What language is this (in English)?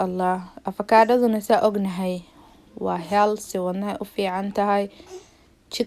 Somali